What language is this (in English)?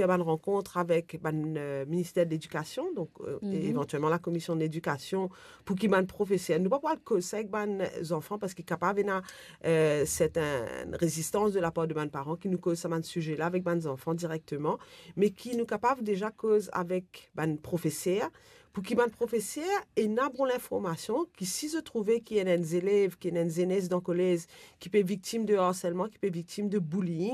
Morisyen